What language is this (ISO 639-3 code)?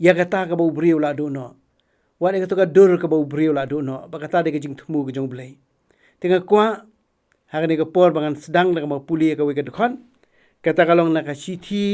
kha